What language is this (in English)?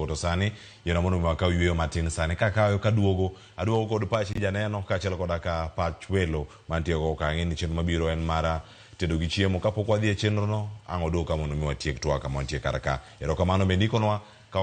Luo (Kenya and Tanzania)